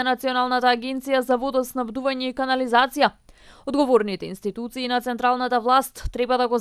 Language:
Macedonian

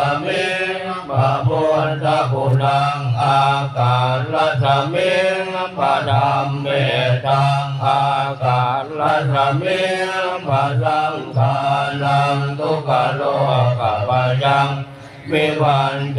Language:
Pali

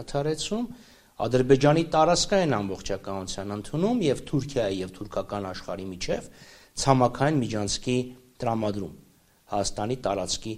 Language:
Armenian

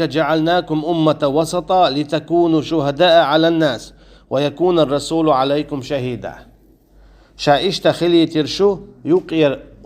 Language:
Chechen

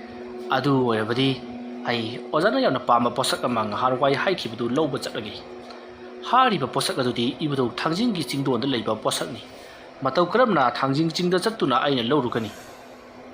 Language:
Manipuri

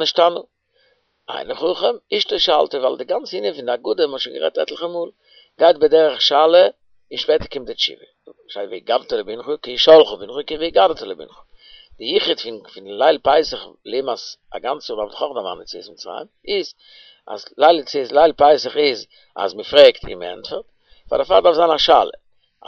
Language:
Yiddish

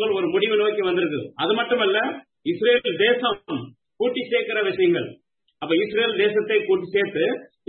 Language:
Tamil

